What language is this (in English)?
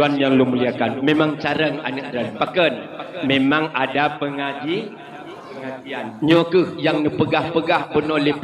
Achinese